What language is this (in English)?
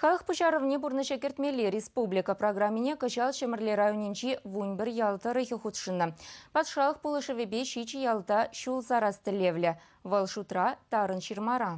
Chuvash